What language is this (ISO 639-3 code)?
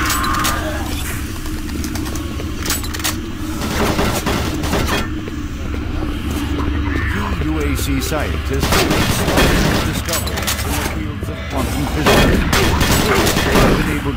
eng